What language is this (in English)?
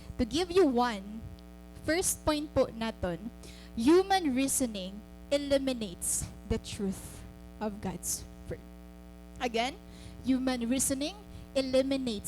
Waray